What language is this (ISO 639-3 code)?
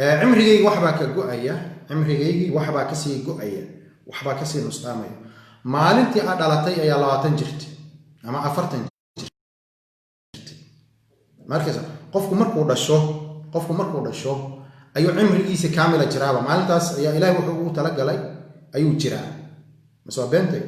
som